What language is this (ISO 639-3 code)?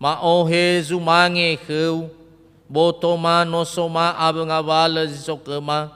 nia